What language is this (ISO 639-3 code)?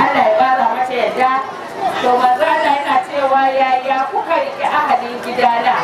hau